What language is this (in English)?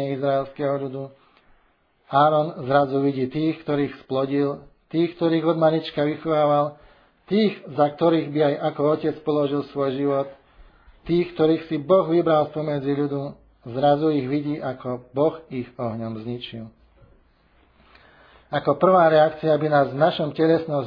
Slovak